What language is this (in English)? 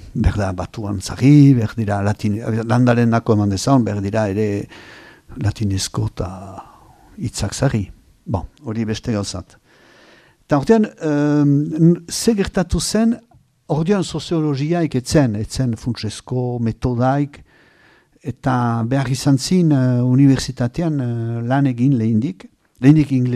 Basque